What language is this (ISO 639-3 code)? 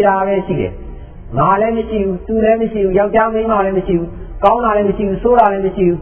mya